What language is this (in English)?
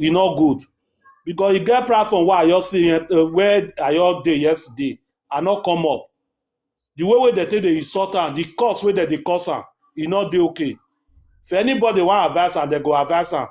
Nigerian Pidgin